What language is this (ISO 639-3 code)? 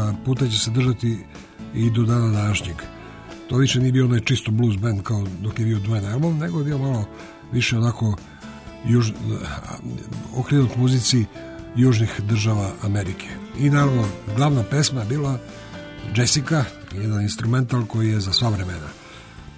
srp